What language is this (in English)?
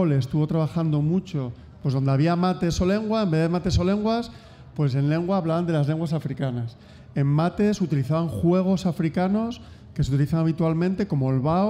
Spanish